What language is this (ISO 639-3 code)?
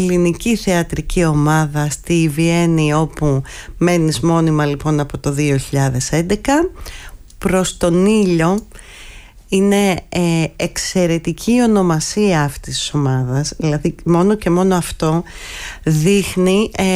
ell